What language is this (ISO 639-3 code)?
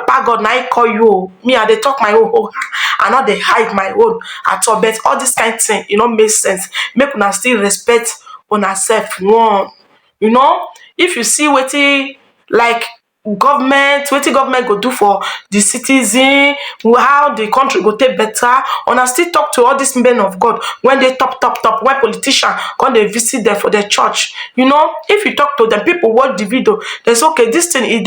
pcm